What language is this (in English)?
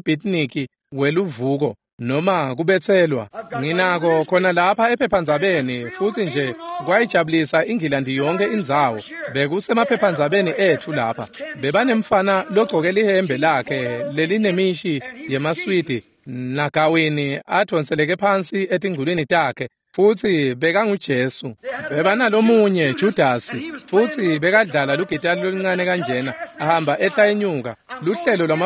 Swati